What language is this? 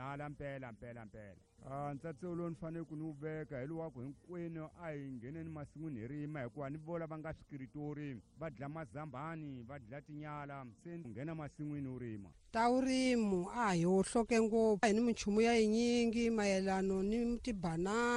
Tsonga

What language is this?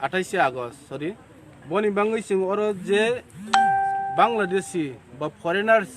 Kok Borok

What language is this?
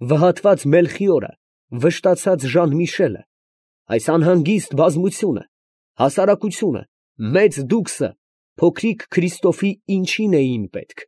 Armenian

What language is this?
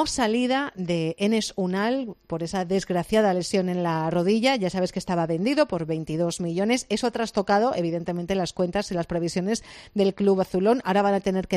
Spanish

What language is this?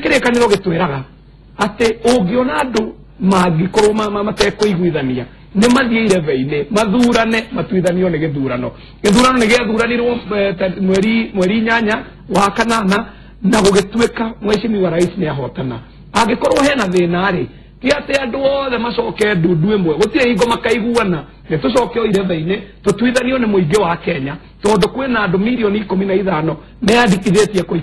Kikuyu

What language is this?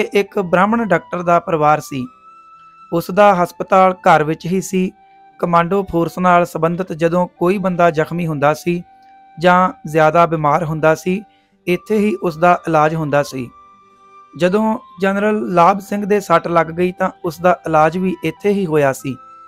Punjabi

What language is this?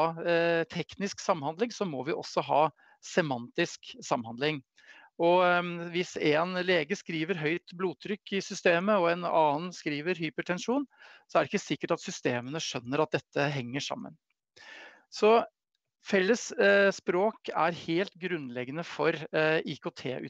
Norwegian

